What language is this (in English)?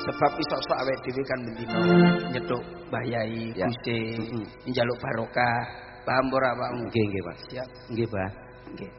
Javanese